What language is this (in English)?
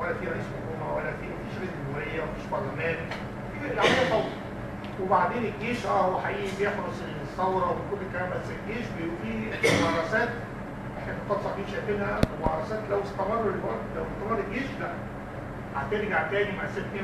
Egyptian Arabic